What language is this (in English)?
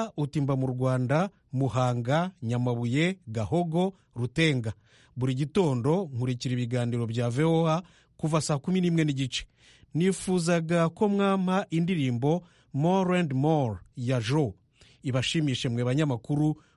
Kinyarwanda